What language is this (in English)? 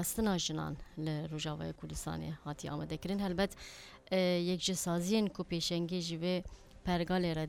Kurdish